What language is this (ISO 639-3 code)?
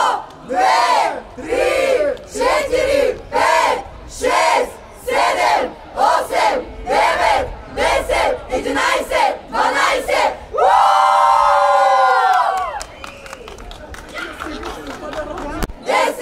bul